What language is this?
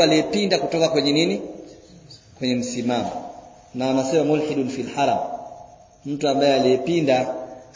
Swahili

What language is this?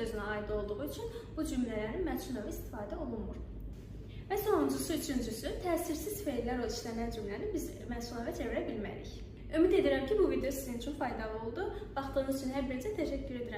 Azerbaijani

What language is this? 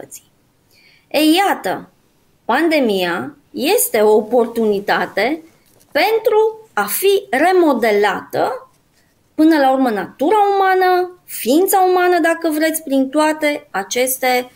Romanian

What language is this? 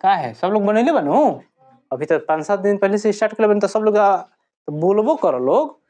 Bhojpuri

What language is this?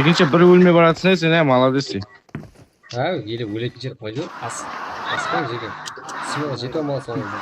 Kara-Kalpak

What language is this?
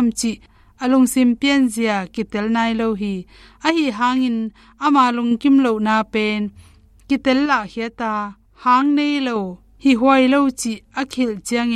Tedim Chin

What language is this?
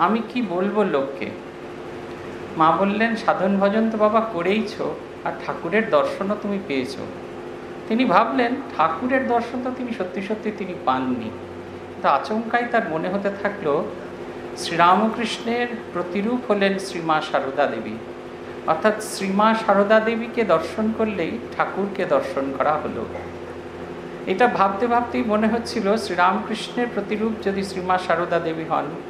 Bangla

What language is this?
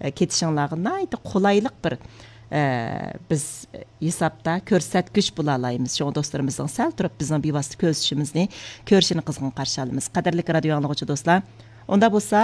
Uyghur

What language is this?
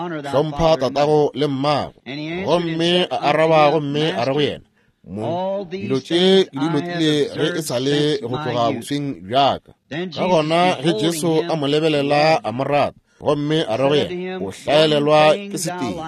Northern Sotho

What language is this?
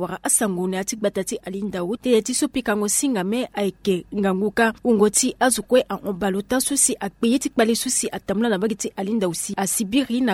Sango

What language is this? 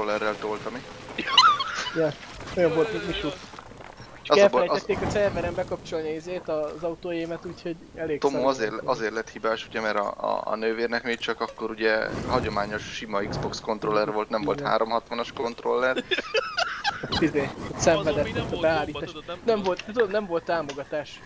Hungarian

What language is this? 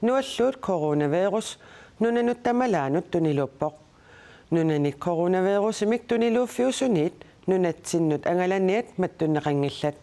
Kalaallisut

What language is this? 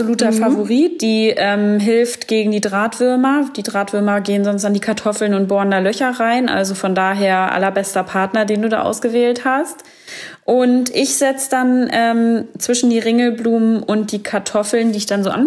German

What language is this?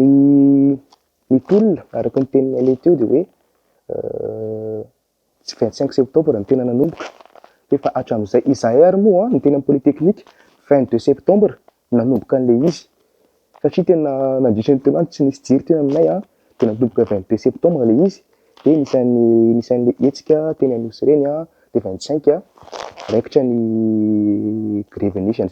Malagasy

